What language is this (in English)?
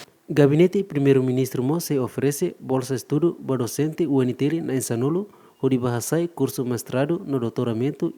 Tetum